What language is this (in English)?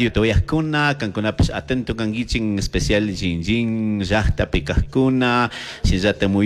Chimborazo Highland Quichua